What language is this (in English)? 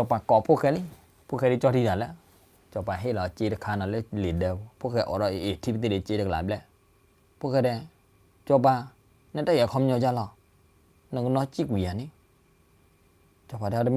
S'gaw Karen